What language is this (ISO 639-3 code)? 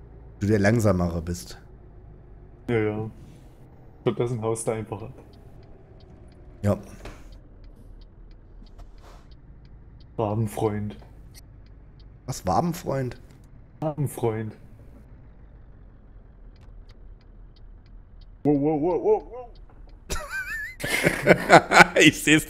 deu